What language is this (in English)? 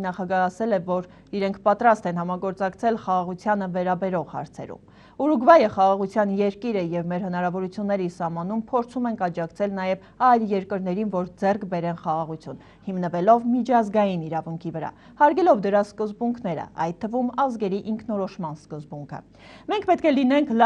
Armenian